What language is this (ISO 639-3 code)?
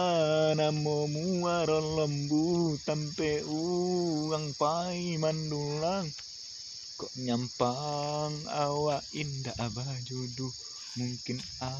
min